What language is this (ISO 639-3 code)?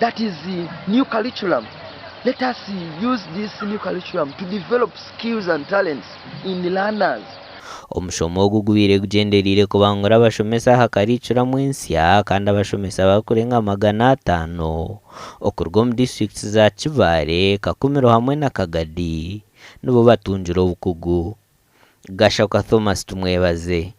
nyn